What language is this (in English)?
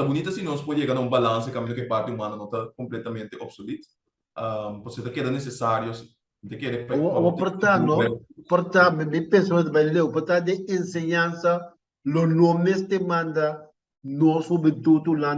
Papiamento